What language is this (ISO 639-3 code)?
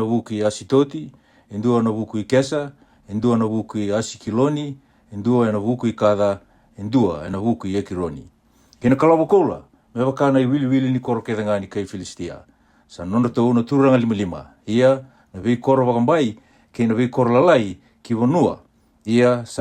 fij